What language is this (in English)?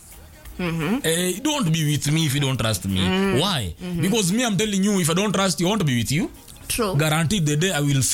Swahili